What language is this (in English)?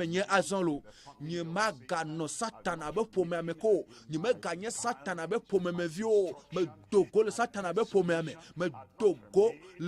Ewe